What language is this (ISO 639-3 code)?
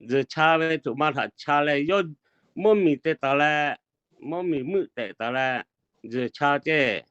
lhu